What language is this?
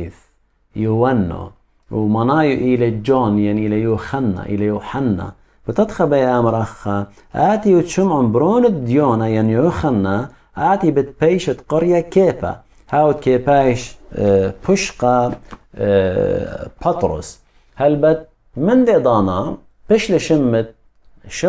Assyrian Neo-Aramaic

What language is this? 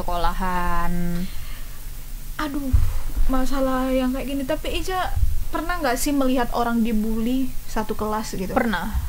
Indonesian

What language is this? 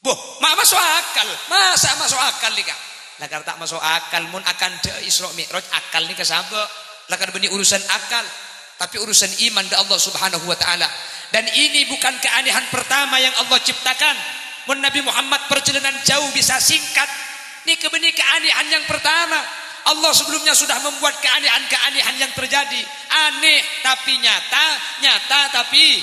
Madurese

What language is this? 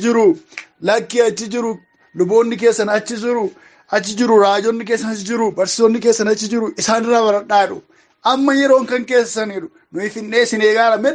Oromo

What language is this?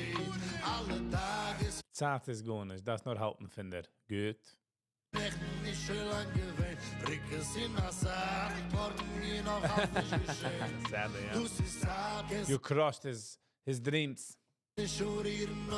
Yiddish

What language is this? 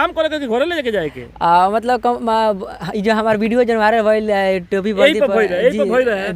Bhojpuri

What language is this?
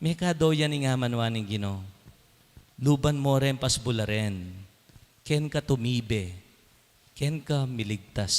Pampanga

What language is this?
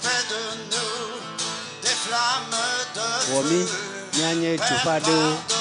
Ewe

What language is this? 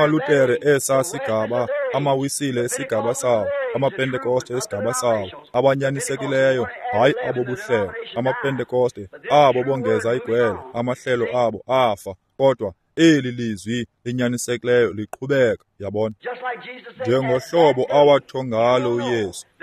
Xhosa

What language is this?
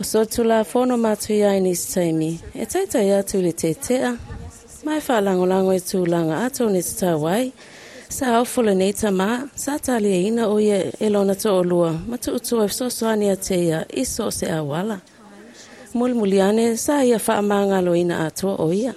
Samoan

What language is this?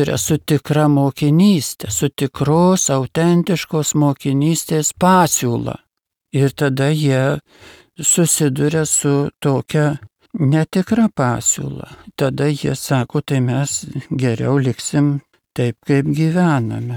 Lithuanian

